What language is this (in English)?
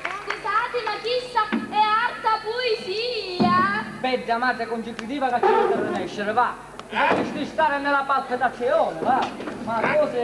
Sicilian